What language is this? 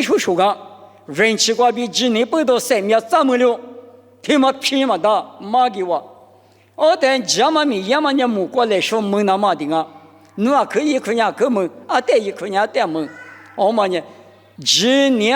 Lisu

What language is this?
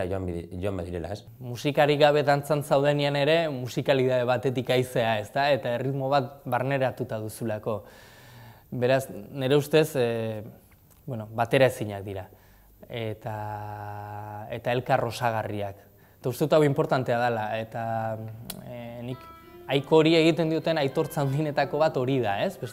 Basque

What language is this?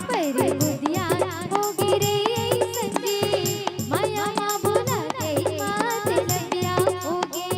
Chhattisgarhi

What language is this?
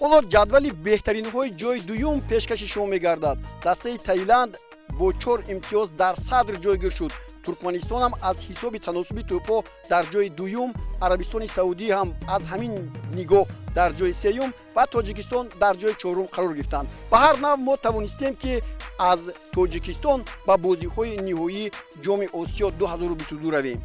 Tajik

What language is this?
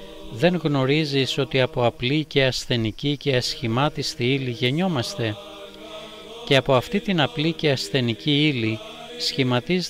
Greek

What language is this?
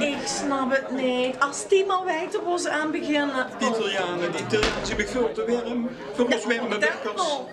Limburgish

